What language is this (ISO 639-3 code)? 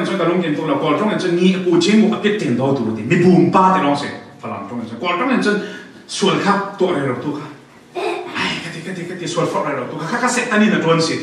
cfm